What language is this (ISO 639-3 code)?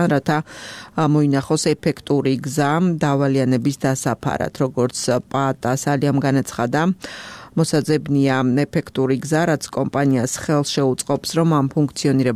kat